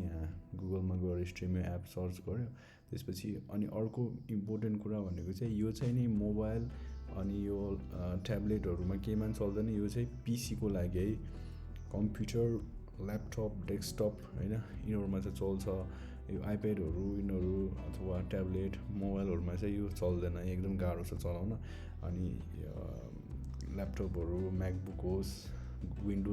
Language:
Nepali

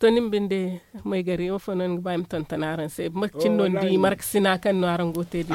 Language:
Zarma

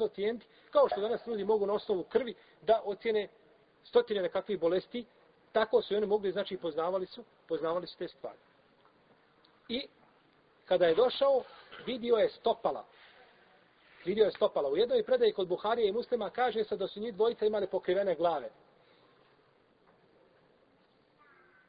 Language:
Bosnian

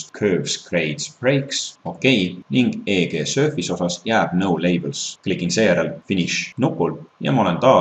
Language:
Estonian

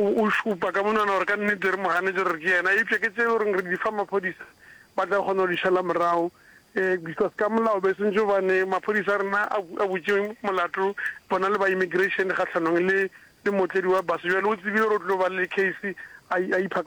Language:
Northern Sotho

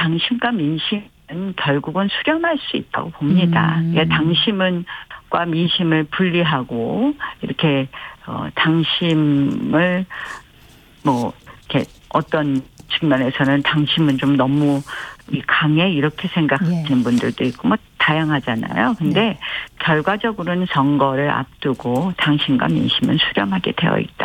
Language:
Korean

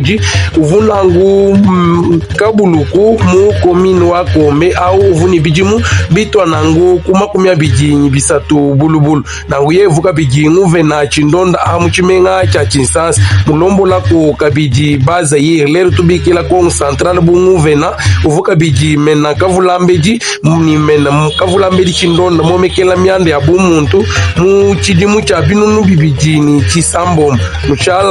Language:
Luba-Lulua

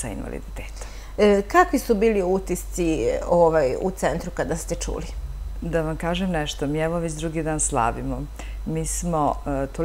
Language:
Serbian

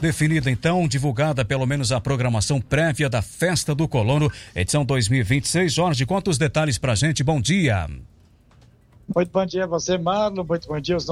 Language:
Portuguese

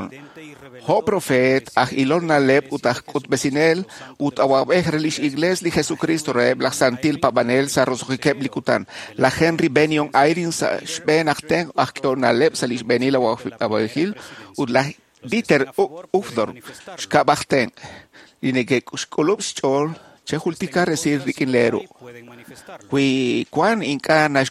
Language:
Kekchí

